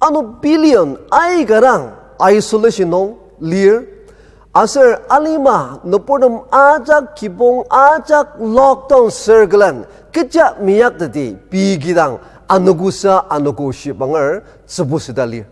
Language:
Ao Naga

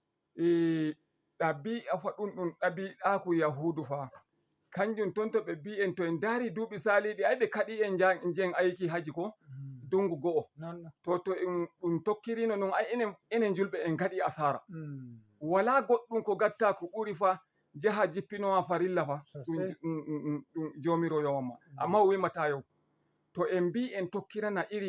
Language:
Fula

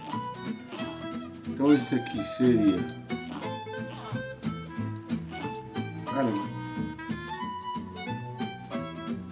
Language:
Portuguese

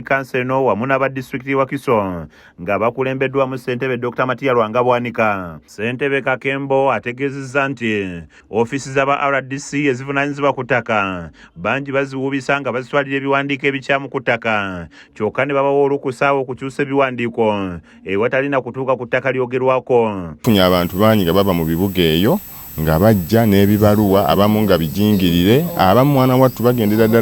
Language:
Ganda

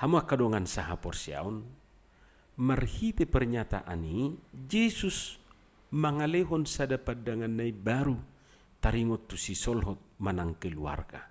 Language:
Batak Toba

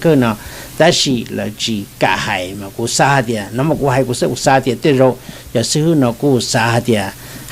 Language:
Hmong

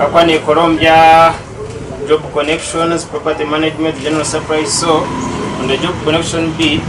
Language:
Nyankole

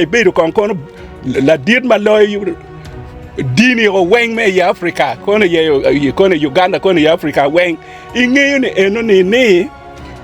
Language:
Acoli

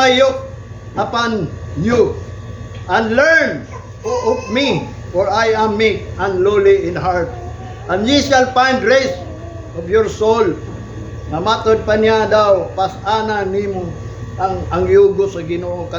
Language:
Cebuano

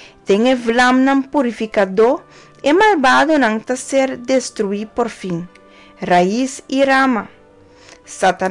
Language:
Papiamento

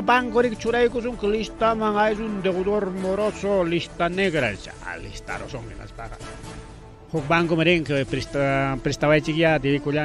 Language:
Ayacucho Quechua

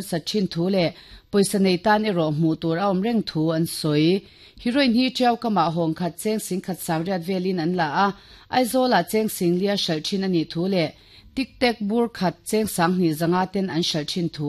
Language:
Mizo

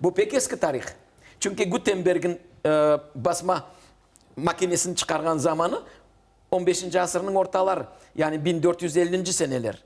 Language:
Crimean Tatar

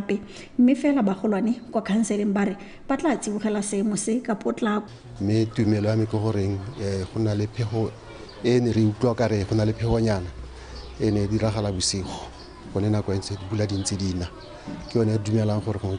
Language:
Tswana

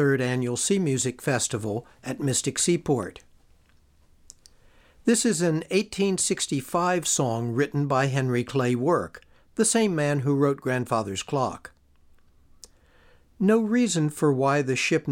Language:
English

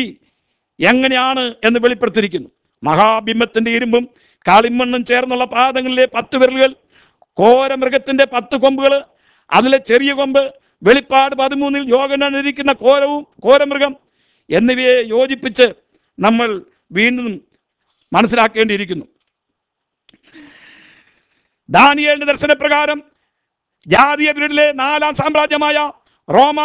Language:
Malayalam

